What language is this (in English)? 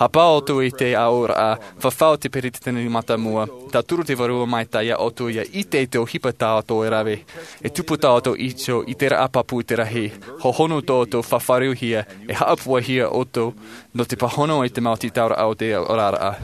Tahitian